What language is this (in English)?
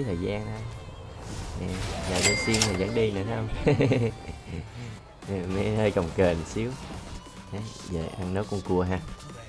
Vietnamese